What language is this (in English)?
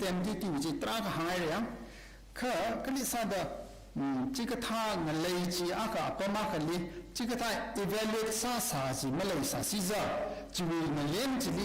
Tangkhul Naga (India)